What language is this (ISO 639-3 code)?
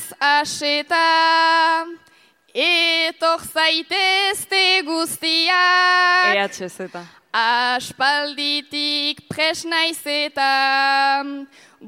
eus